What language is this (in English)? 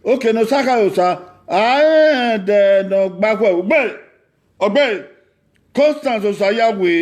Bini